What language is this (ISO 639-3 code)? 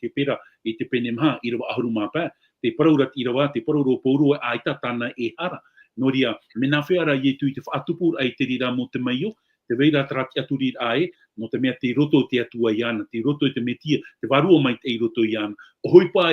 tah